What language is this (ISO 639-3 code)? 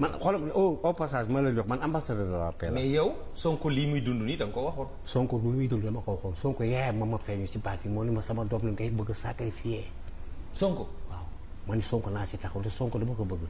wol